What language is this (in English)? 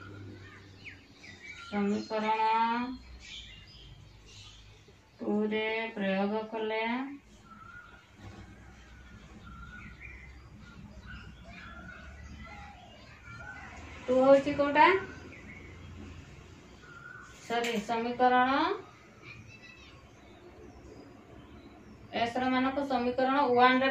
Odia